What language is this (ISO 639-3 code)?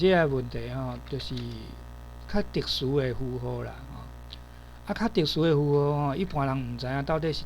nan